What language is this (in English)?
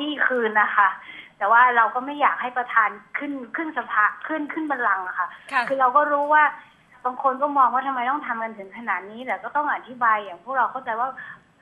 Thai